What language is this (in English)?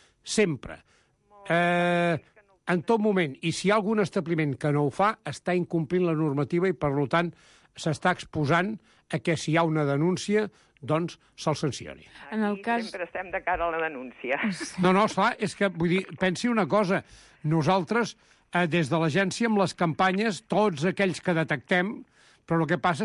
Catalan